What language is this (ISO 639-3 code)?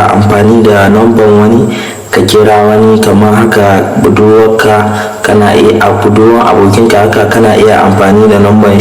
hau